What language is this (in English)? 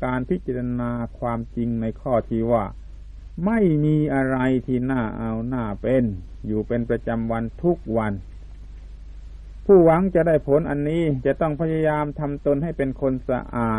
Thai